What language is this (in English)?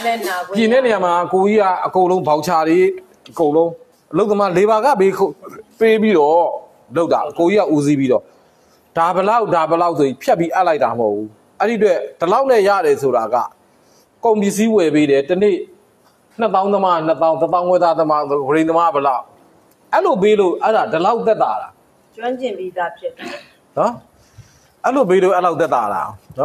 Burmese